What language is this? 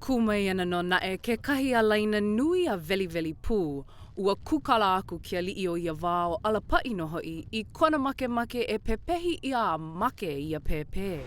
Hawaiian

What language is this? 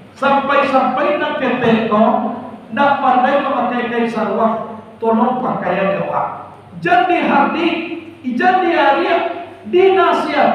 Minangkabau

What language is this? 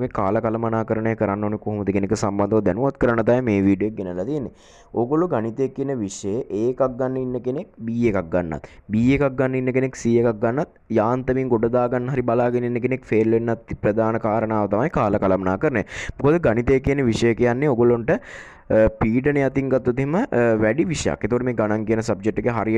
Sinhala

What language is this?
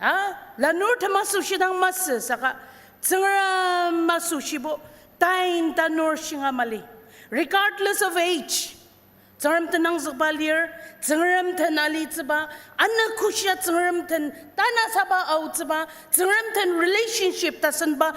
Ao Naga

